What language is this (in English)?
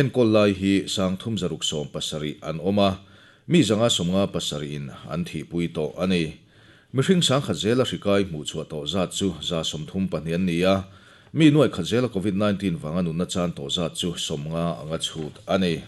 Mizo